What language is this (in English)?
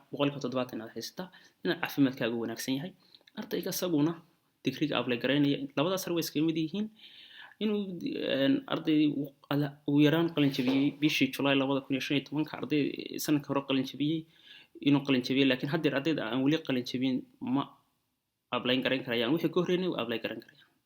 Somali